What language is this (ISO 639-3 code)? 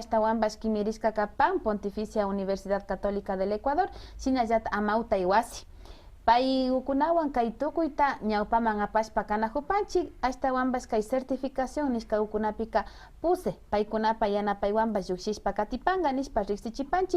qvi